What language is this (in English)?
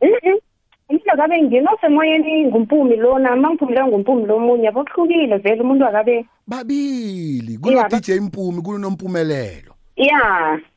South Ndebele